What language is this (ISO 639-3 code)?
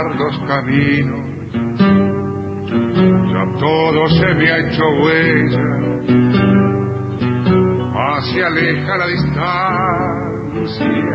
spa